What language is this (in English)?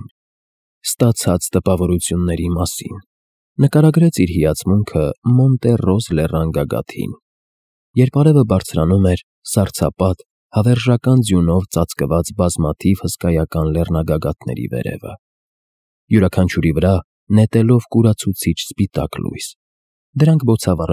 Armenian